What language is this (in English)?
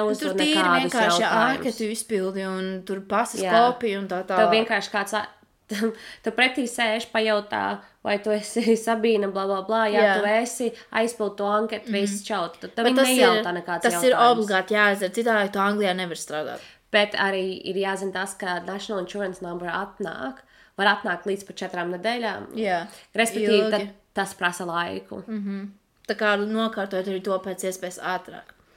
Latvian